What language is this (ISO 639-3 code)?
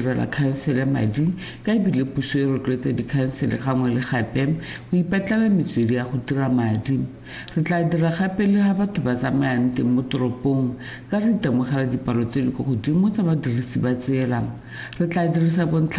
tsn